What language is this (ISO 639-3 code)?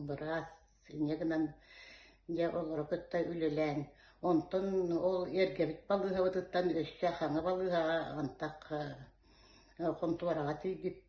sah